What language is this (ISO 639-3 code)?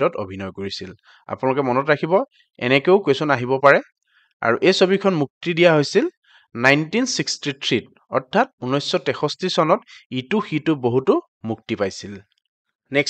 asm